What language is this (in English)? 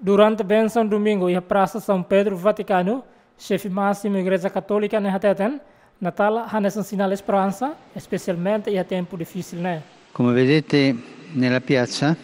Tetum